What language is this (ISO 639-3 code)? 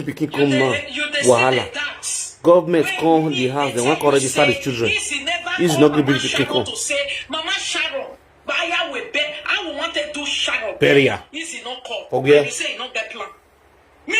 pcm